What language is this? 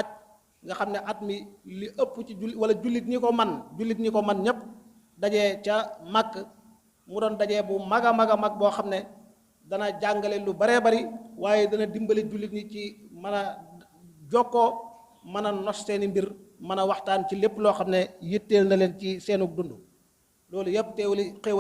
Wolof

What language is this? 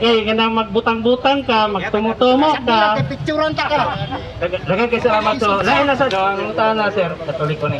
Cebuano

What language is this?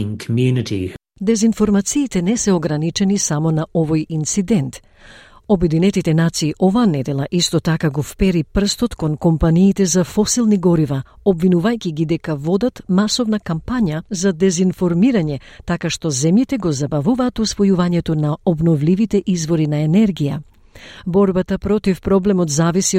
Macedonian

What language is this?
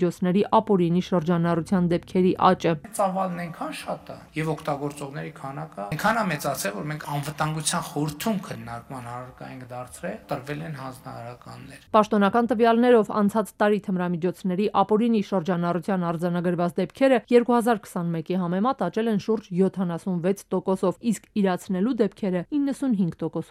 Armenian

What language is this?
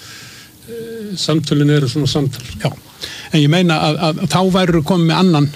Icelandic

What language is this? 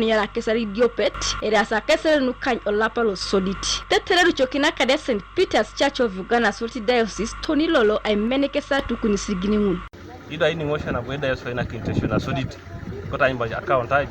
Teso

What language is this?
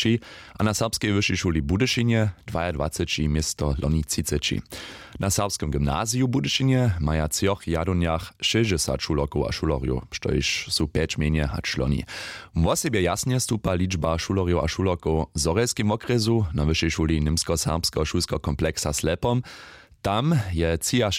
Upper Sorbian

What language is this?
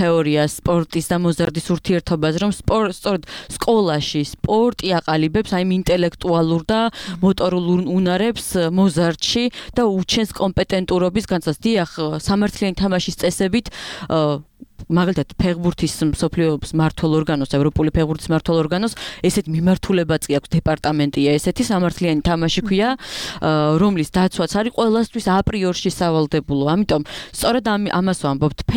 Georgian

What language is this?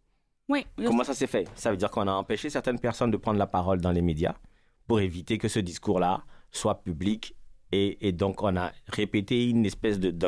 French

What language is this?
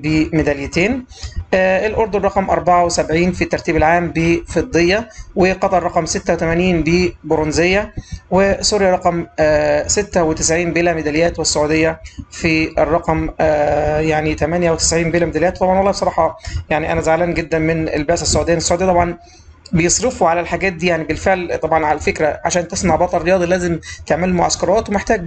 Egyptian Arabic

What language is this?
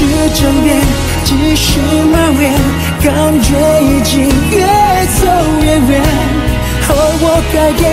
Korean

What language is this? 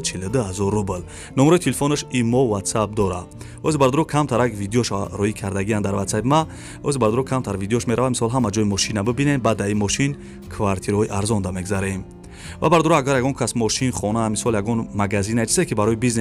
Tajik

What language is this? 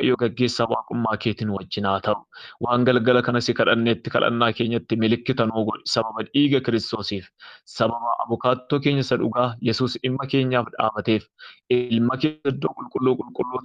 Oromo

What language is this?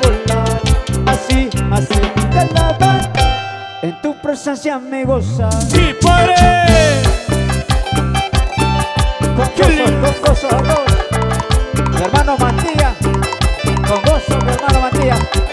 Spanish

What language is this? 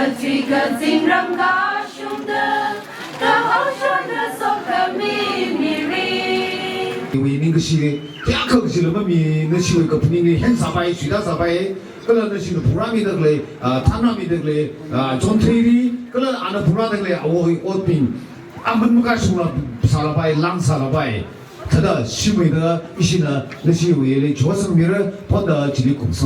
Tangkhul Naga (India)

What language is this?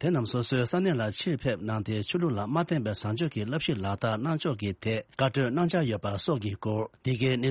Tibetan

